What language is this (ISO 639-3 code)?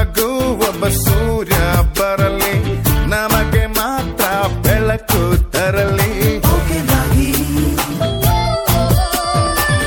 kan